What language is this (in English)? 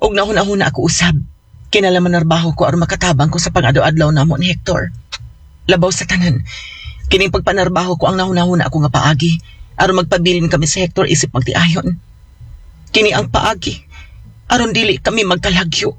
Cebuano